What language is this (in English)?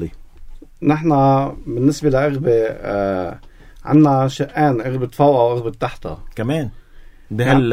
North Levantine Arabic